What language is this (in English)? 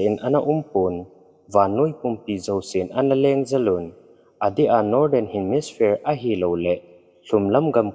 Thado Chin